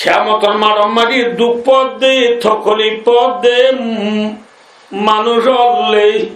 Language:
Rohingya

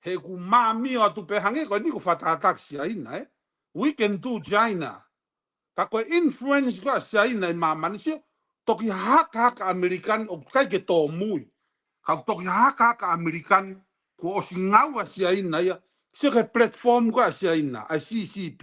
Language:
Tongan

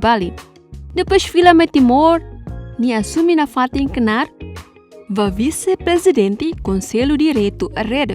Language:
Tetum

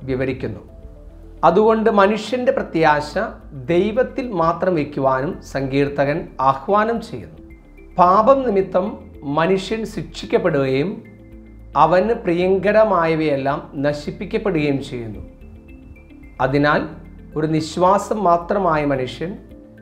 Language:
Malayalam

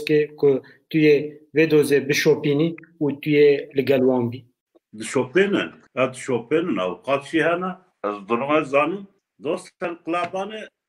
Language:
Kurdish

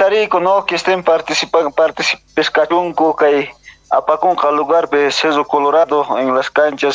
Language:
South Bolivian Quechua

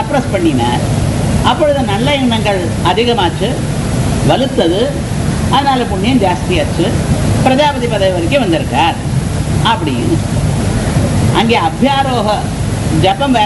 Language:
Tamil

